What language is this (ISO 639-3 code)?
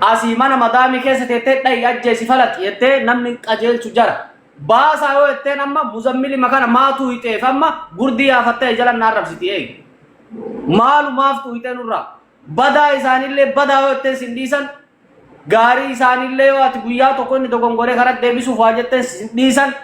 orm